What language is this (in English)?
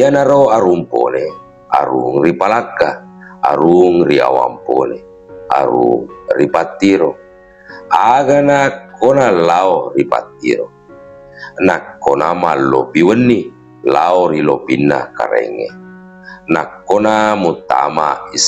Buginese